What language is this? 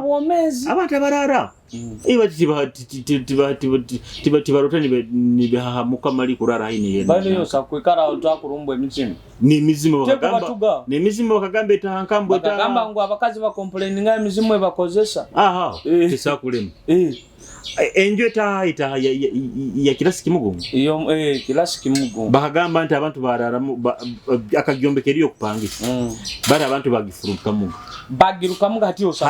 Nyoro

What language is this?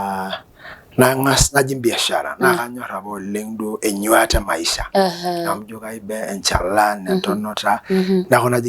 Masai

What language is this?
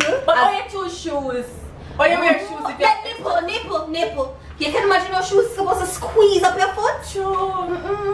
Jamaican Creole English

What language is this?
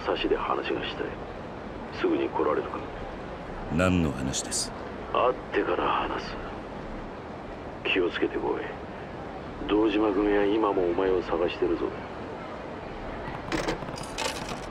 Japanese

